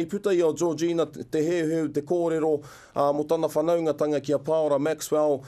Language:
Māori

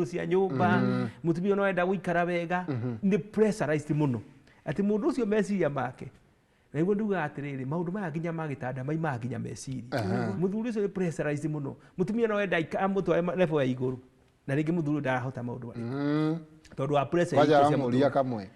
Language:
Kikuyu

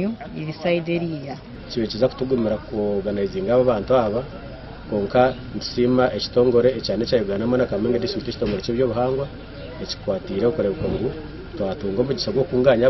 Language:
Nyankole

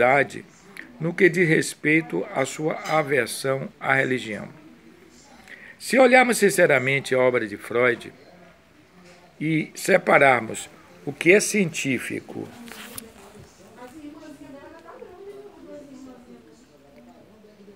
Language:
Portuguese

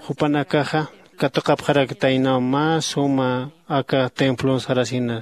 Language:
Aymara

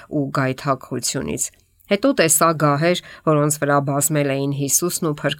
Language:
Armenian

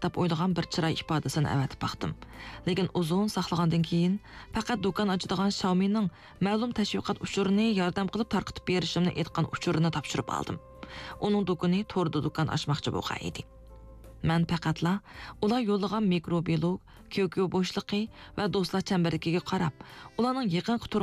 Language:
Uyghur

